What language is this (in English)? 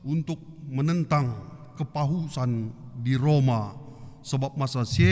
Batak Karo